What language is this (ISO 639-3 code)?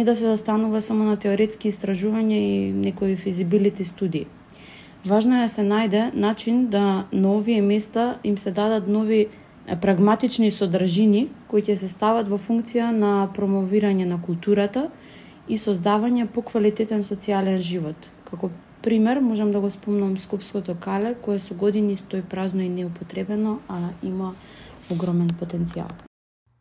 mkd